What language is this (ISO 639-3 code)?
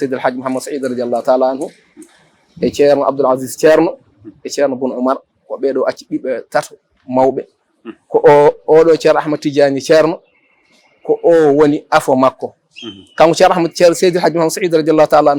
ful